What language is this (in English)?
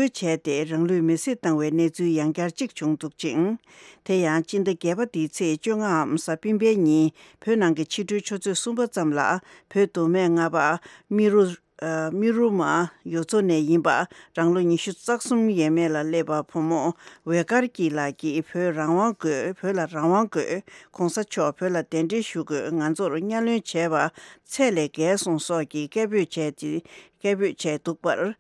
Tibetan